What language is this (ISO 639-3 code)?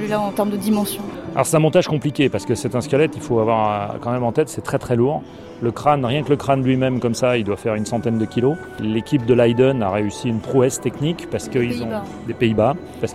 fra